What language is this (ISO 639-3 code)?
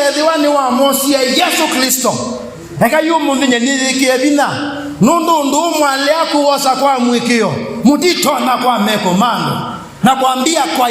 kam